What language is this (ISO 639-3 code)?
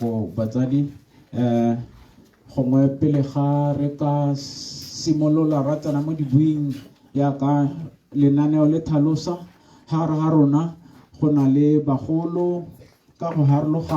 tsn